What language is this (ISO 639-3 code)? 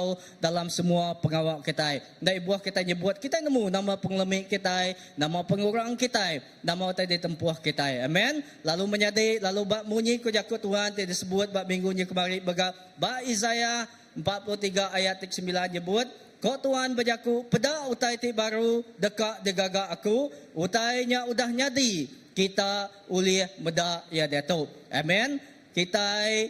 iba